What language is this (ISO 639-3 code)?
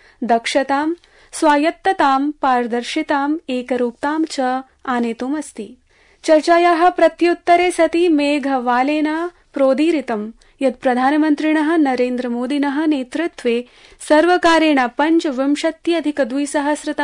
san